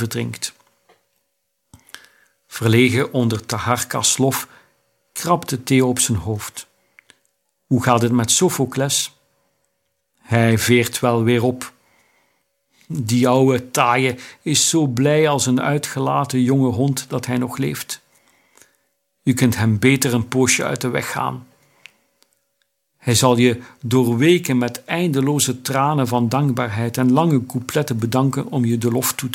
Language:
Dutch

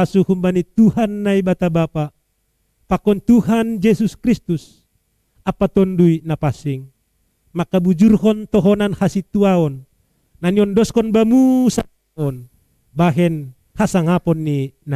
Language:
Batak Simalungun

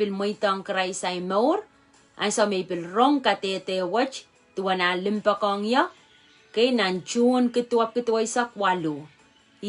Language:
Pohnpeian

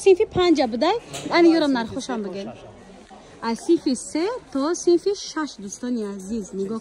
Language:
Tajik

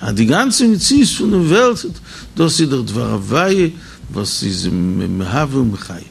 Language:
Yiddish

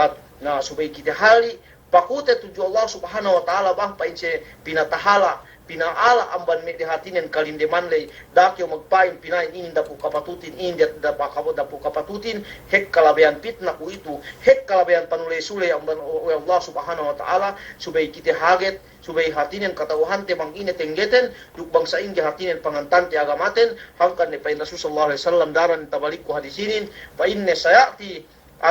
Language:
Yakan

